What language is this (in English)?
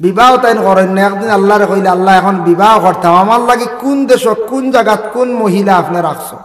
Sylheti